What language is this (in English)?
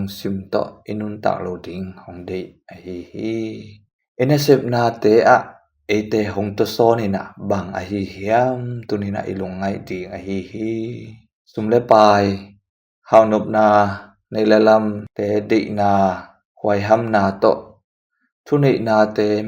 Tedim Chin